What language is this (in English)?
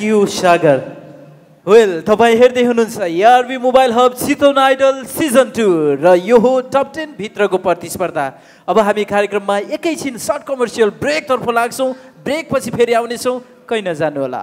Nepali